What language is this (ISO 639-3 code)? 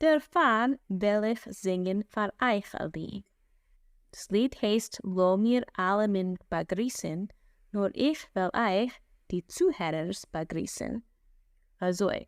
yid